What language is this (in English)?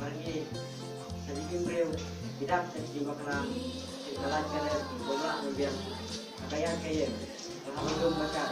Khasi